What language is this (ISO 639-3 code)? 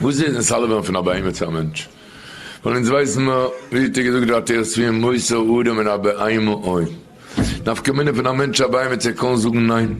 yid